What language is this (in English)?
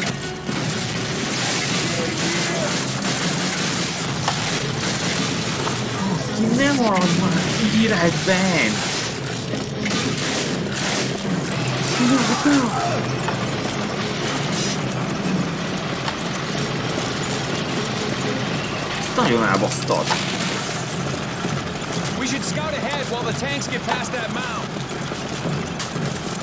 Hungarian